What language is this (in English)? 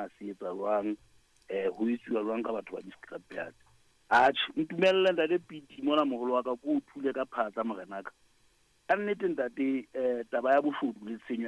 Southern Sotho